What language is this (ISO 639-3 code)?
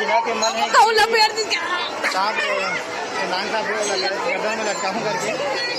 hne